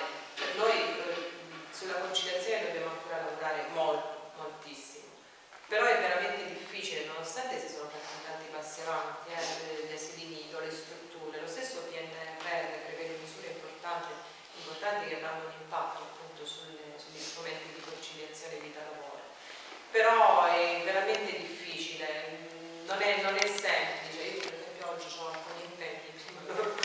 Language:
Italian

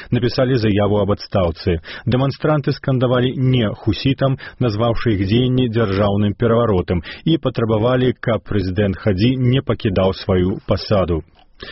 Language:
Belarusian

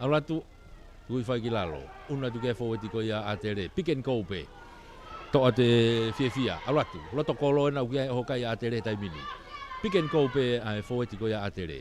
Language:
Tongan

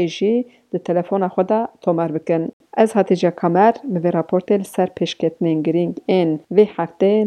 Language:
Kurdish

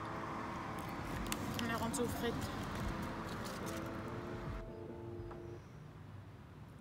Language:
French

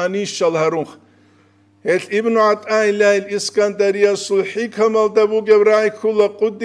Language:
Avaric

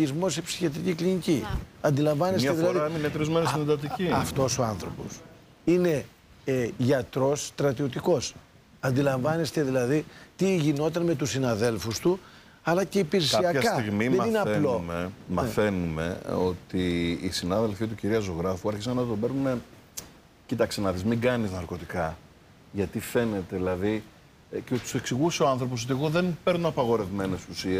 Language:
Greek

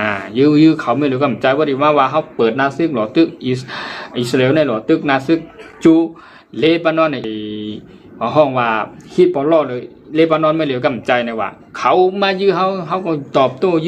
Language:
Shan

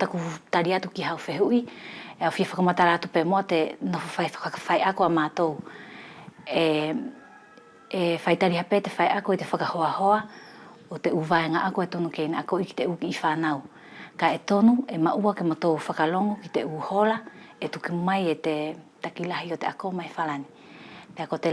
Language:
Wallisian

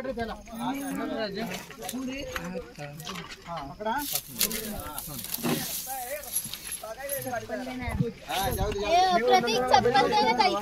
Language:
Marathi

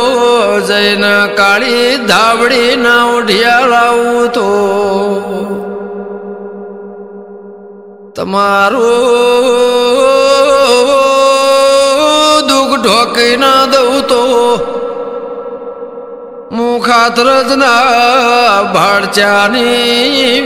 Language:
Gujarati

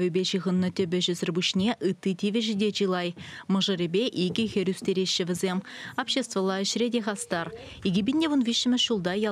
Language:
Chuvash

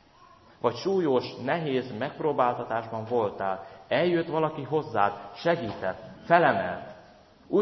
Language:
Hungarian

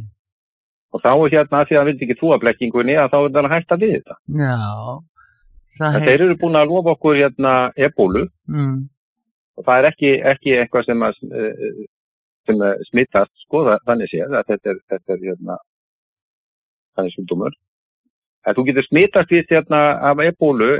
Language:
Icelandic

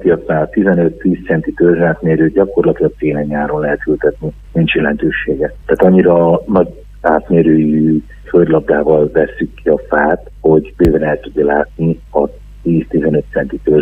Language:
Hungarian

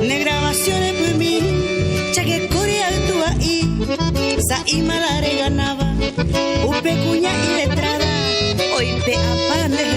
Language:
Guarani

